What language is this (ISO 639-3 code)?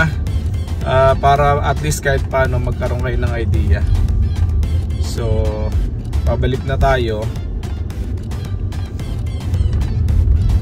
fil